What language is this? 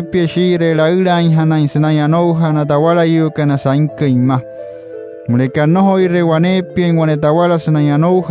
Wayuu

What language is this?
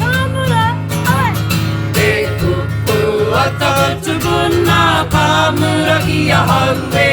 Māori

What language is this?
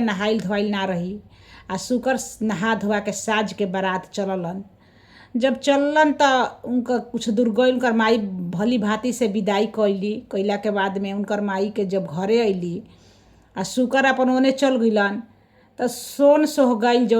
Bhojpuri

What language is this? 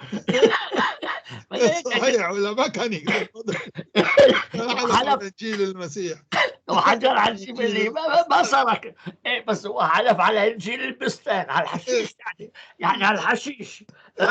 North Levantine Arabic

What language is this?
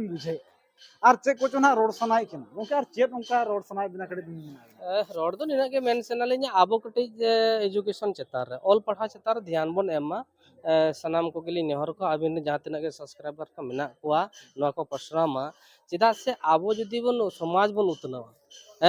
Santali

